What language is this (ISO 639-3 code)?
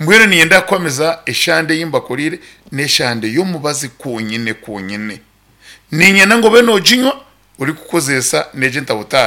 nyn